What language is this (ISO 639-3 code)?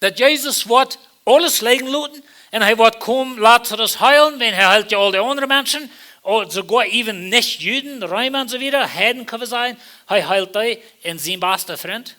pdt